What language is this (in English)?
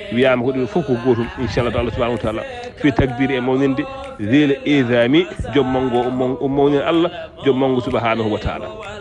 Fula